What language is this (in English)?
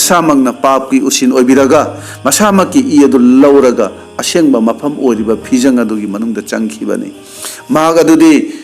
Manipuri